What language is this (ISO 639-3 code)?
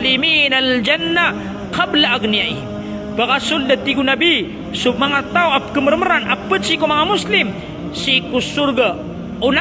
mrw